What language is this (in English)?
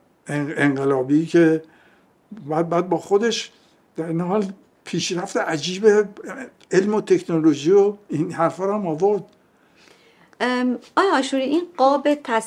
Persian